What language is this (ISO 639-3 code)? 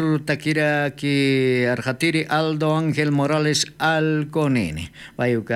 aym